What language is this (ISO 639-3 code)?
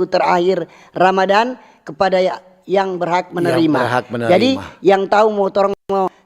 xmm